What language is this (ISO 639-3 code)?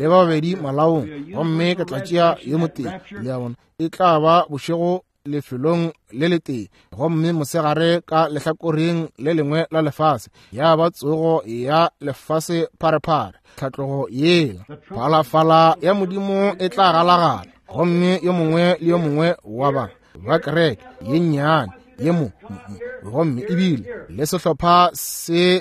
nso